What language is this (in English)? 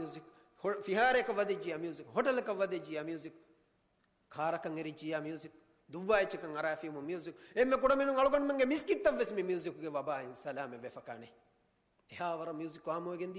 Divehi